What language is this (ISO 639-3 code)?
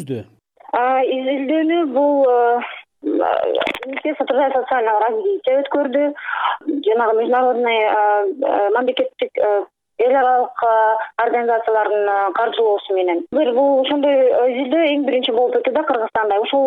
kir